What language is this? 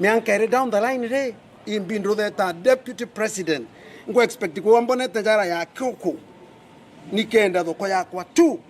Meru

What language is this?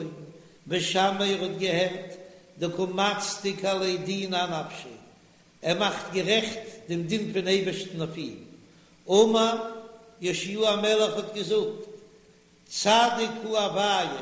Yiddish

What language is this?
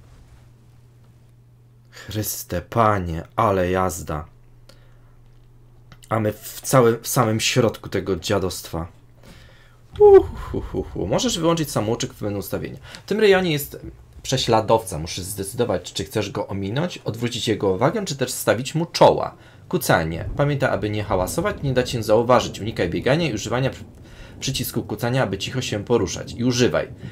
Polish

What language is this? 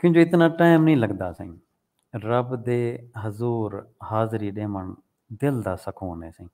Saraiki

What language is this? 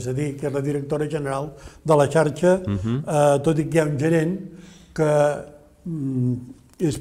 Catalan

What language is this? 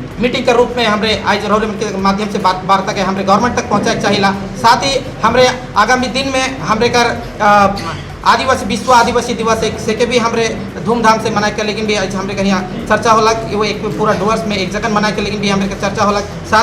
Sadri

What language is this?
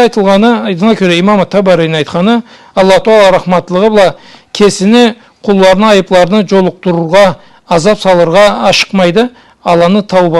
Karachay-Balkar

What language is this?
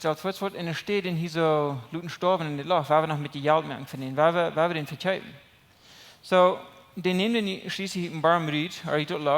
Plautdietsch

